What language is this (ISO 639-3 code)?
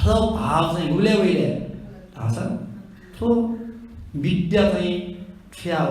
new